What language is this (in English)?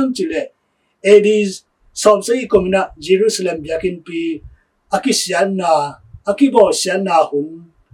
Tedim Chin